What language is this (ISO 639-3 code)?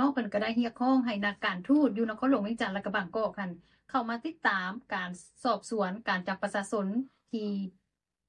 lao